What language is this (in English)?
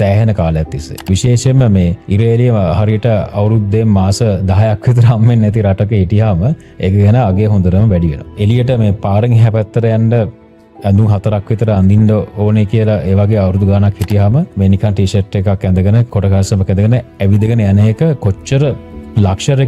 Sinhala